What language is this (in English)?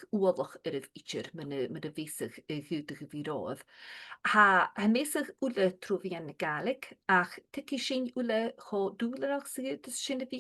Scottish Gaelic